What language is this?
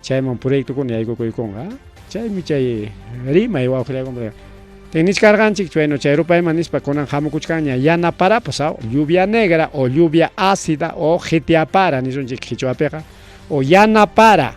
Ayacucho Quechua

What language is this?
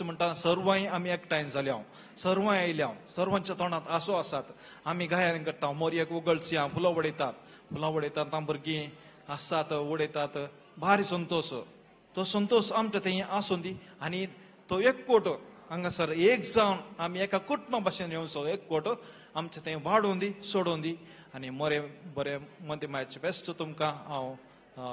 Konkani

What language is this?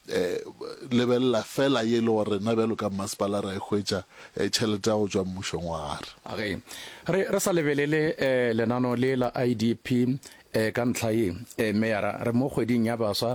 Northern Sotho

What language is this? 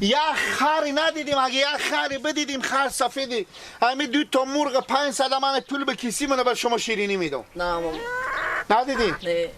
Persian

